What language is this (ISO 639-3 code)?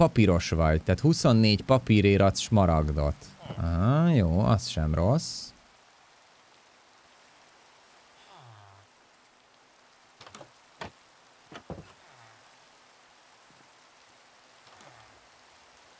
hun